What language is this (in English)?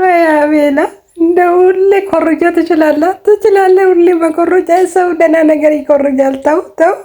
Amharic